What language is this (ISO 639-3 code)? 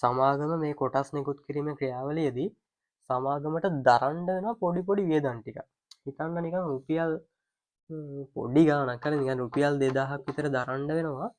sin